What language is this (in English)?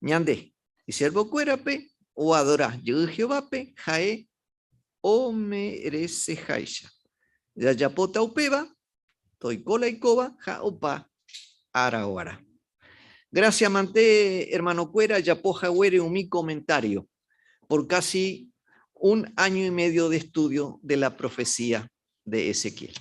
Guarani